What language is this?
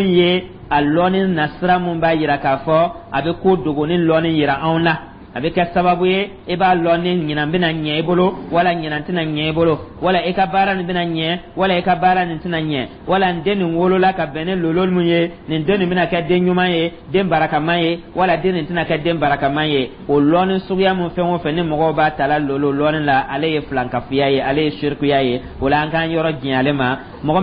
Dyula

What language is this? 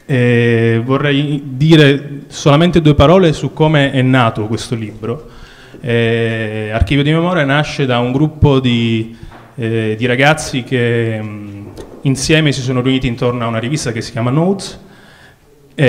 Italian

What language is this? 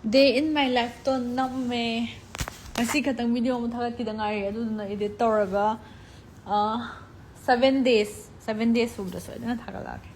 Manipuri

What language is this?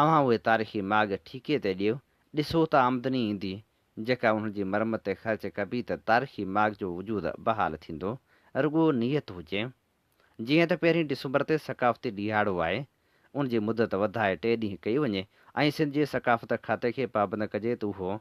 Sindhi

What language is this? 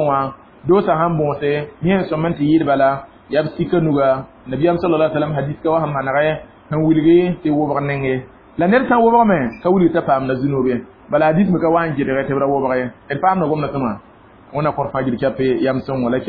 Mossi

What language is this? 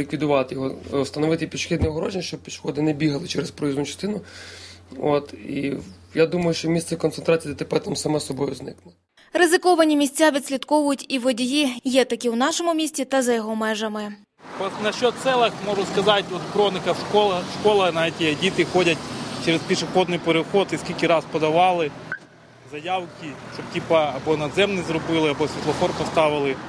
Ukrainian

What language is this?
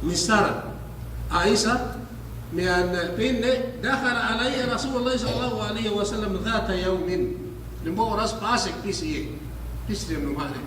Yakan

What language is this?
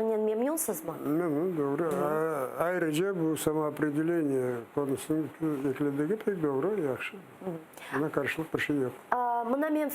Crimean Tatar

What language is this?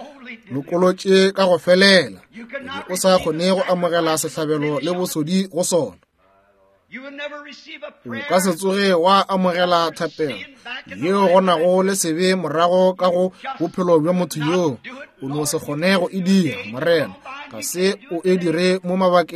Northern Sotho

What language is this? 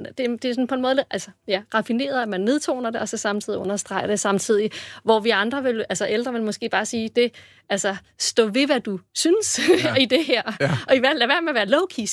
Danish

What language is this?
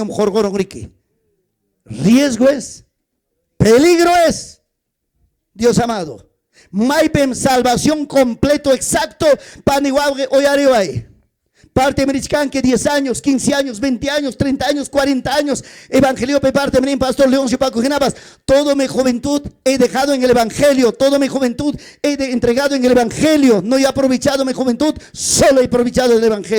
Ayacucho Quechua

